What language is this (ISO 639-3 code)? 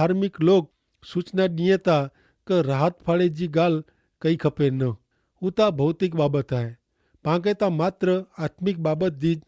kfr